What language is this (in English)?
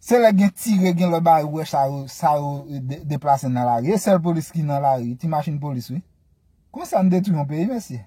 Haitian Creole